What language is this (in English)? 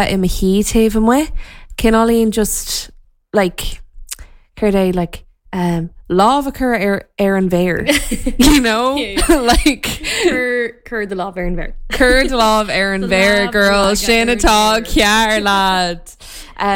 Irish